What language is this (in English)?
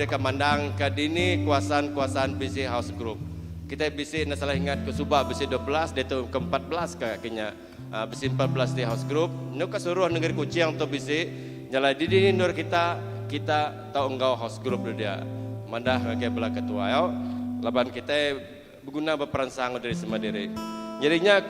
Iban